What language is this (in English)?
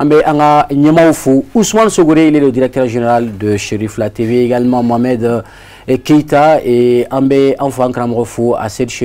Bambara